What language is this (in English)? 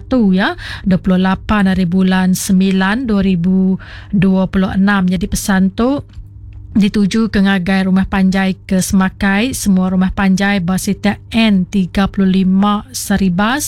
Iban